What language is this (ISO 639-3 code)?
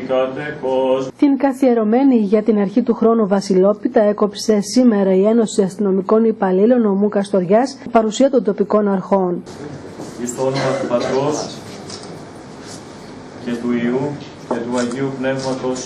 ell